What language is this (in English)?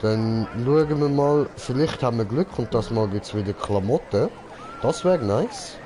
Swiss German